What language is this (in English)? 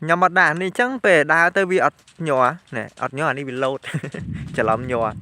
Khmer